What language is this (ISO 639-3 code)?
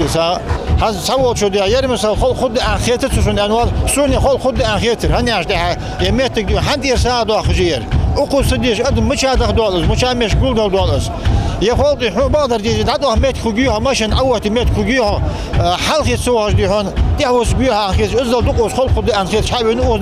inh